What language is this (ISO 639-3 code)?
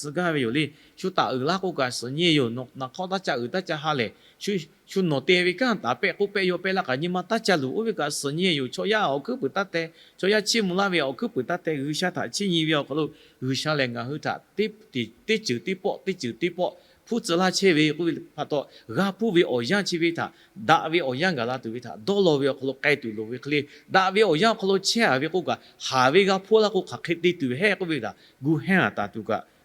lhu